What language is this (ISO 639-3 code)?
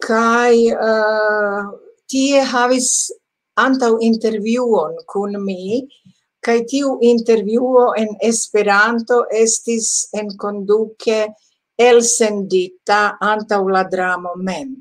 epo